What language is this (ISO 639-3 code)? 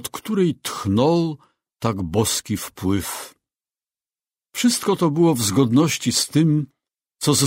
pol